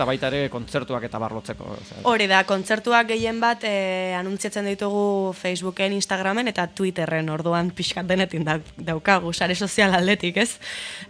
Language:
Basque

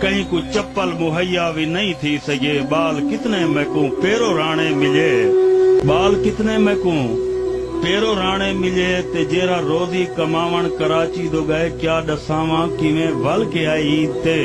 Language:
Saraiki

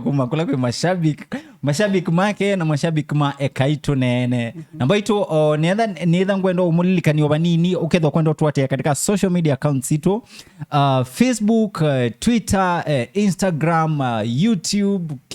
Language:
Kamba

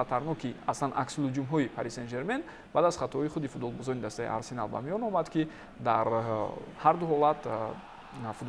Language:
Tajik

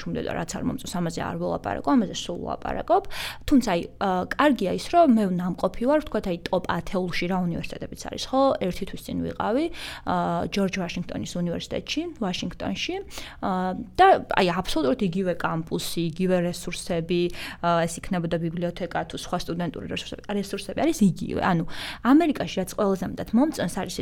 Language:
Georgian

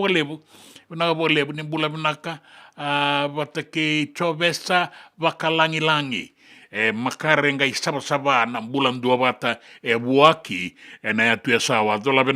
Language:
Fijian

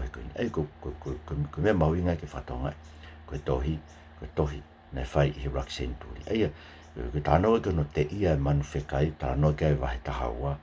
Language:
Tongan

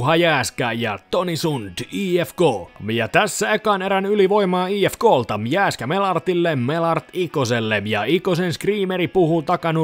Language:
Finnish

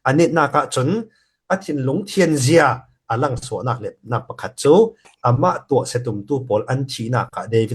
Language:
Falam Chin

